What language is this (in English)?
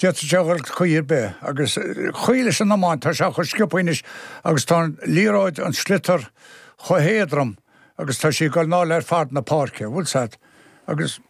Irish